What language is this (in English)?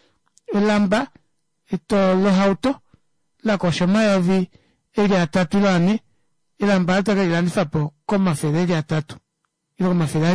Kuanyama